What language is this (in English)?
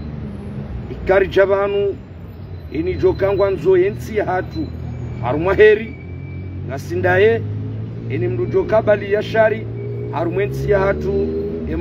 Ngazidja Comorian